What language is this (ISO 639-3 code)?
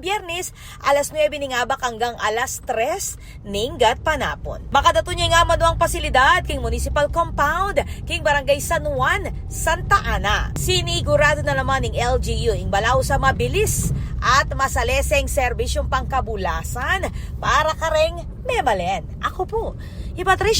pam